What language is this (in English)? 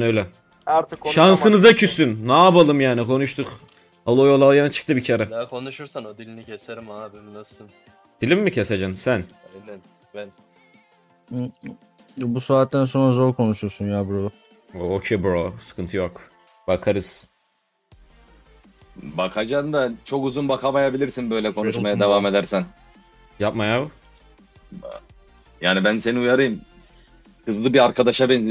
Turkish